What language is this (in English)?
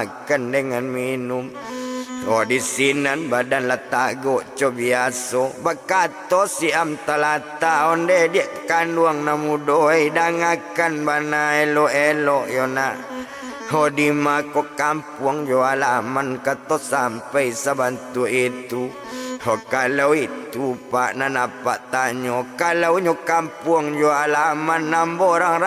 Minangkabau